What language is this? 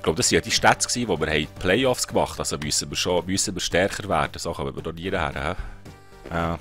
Swiss German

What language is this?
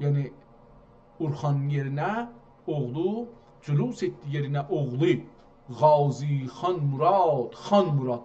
South Azerbaijani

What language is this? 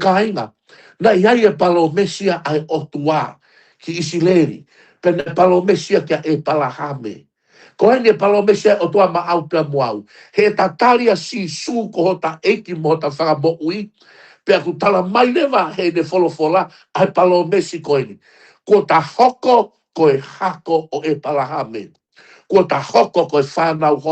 Tongan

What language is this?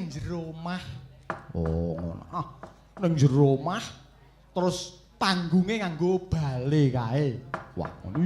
Javanese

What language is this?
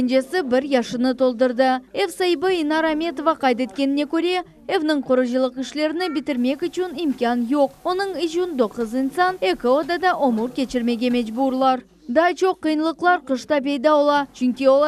Crimean Tatar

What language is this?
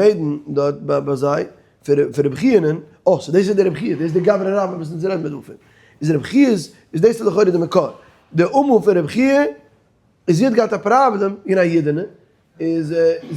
Yiddish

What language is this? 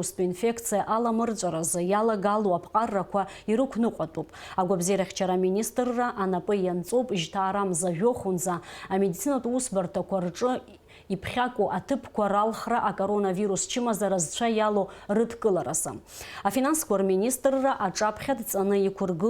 Abkhazian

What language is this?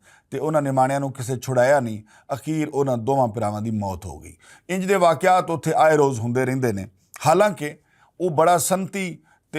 Western Panjabi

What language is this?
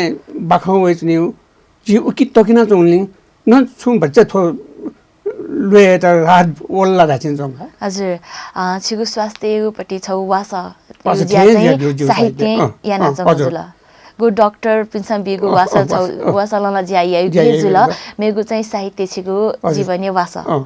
Newari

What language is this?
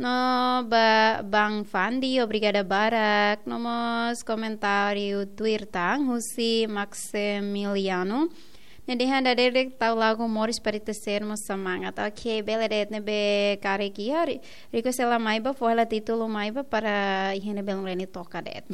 Tetum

